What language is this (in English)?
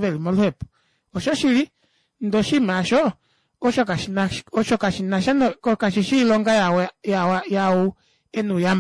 Kuanyama